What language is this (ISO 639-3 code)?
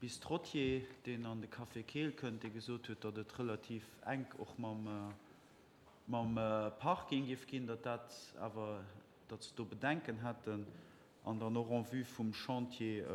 ltz